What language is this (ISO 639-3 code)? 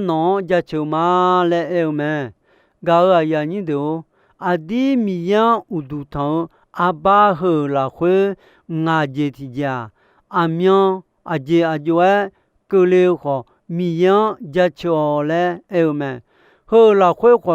ahk